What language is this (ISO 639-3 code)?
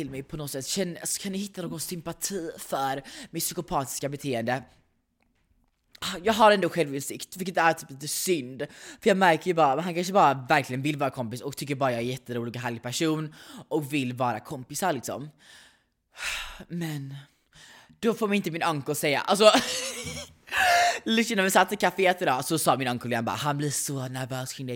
swe